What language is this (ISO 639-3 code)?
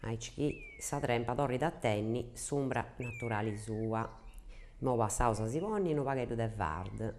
srd